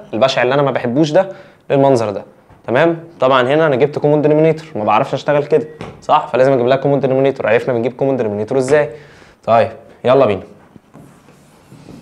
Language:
Egyptian Arabic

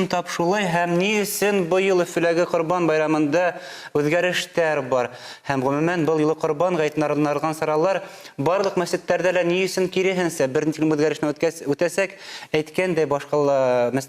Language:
Bashkir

